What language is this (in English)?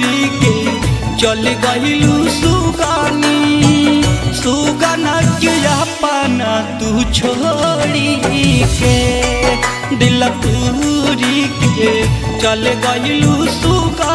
Bhojpuri